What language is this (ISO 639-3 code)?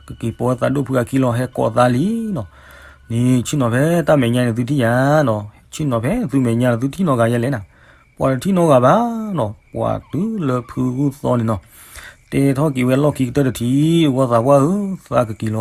ksw